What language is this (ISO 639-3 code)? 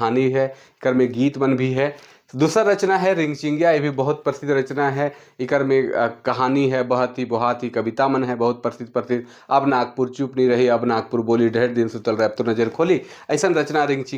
sck